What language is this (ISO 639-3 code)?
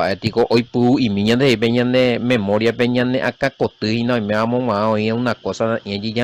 grn